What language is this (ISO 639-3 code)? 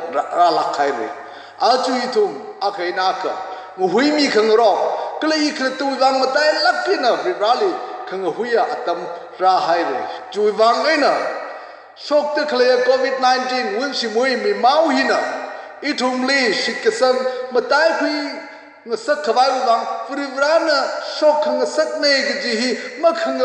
nmf